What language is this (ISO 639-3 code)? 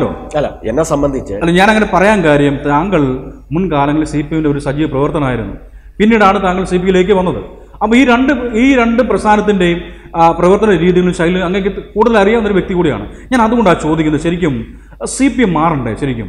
mal